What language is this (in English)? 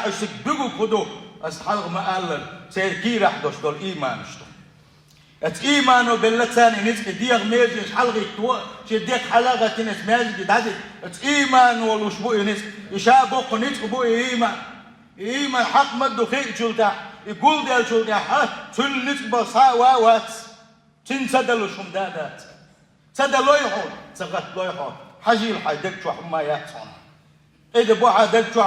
Chechen